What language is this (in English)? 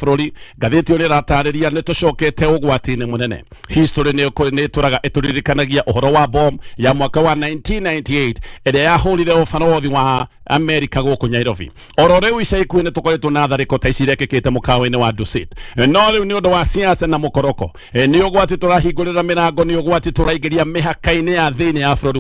Kikuyu